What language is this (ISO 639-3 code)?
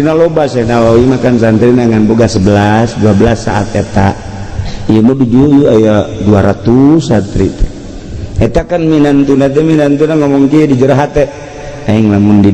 sun